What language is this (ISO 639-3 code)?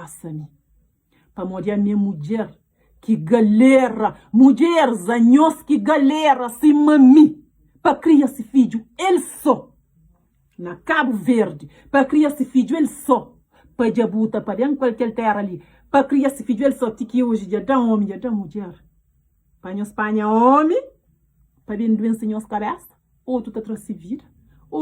kea